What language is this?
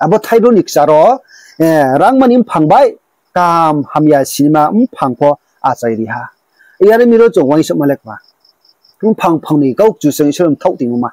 Riang (India)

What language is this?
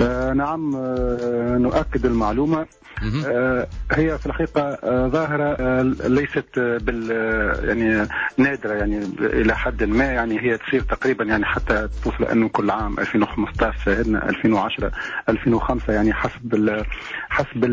Tunisian Arabic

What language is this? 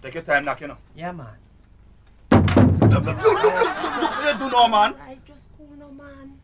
Jamaican Creole English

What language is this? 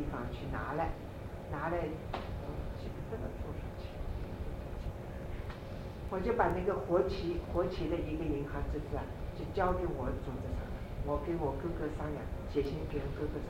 Chinese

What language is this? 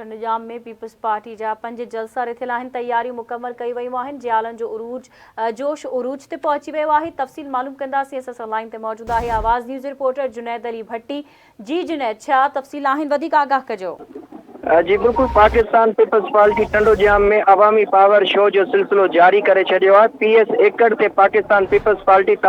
Sindhi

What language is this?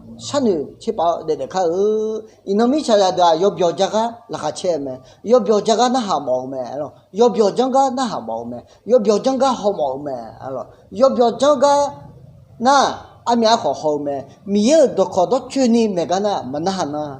Akha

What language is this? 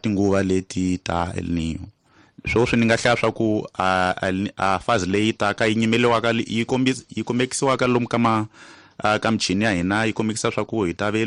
Tsonga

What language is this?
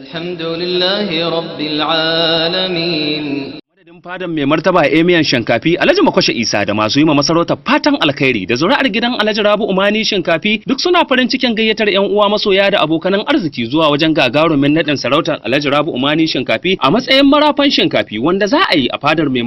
Hausa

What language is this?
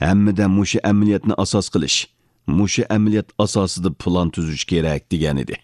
Uyghur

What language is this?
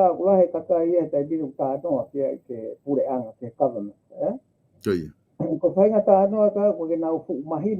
Tongan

